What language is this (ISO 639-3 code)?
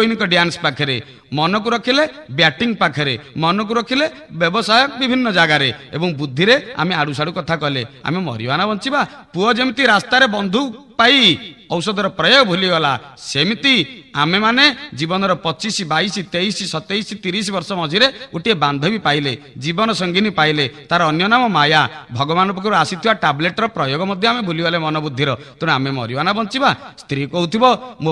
ori